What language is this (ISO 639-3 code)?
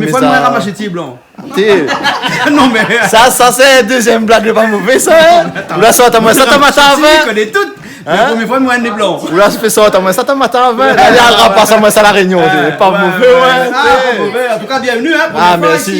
rcf